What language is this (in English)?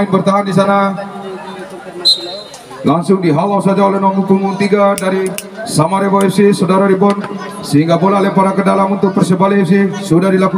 Indonesian